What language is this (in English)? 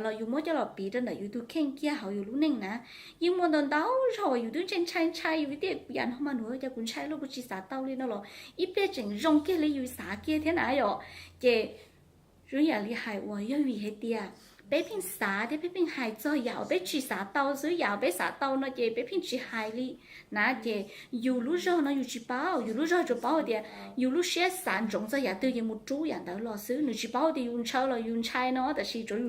Hmong